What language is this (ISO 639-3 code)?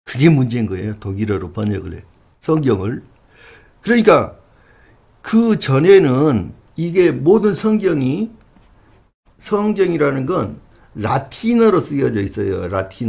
kor